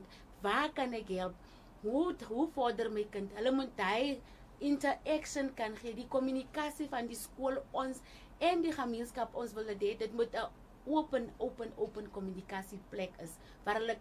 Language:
Afrikaans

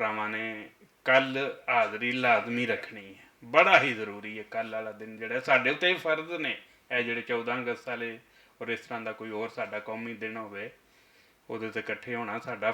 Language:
Western Panjabi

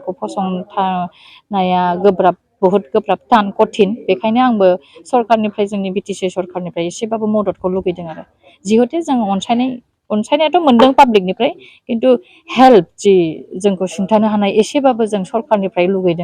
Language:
Bodo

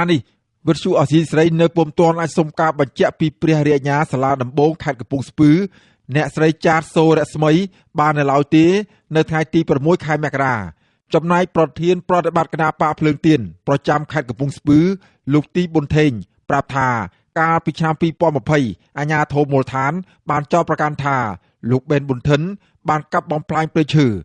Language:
Khmer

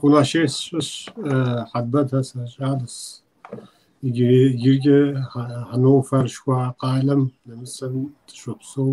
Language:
Kabardian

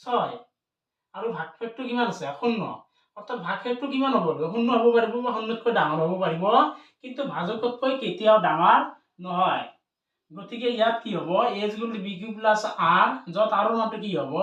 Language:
Assamese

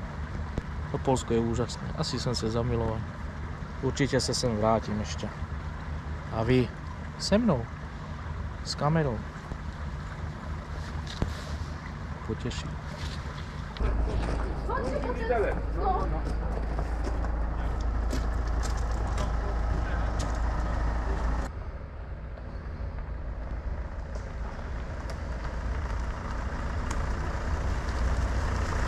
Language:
Czech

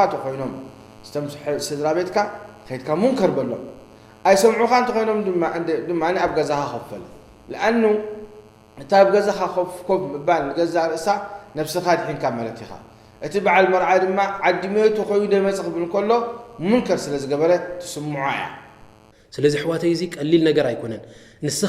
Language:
Tigrinya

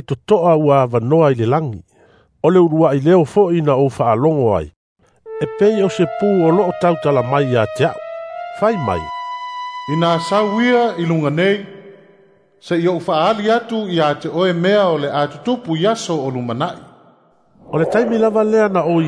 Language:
Samoan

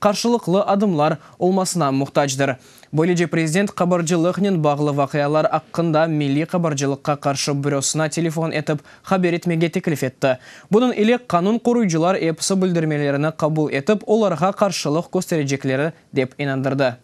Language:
Crimean Tatar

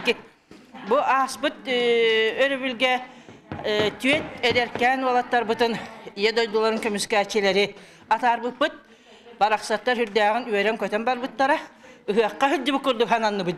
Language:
Yakut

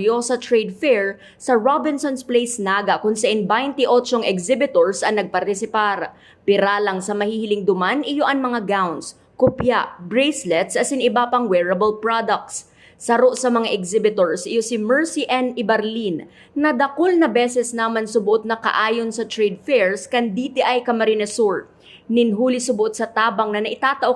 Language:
Bikol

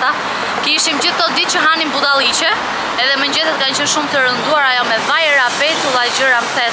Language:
Albanian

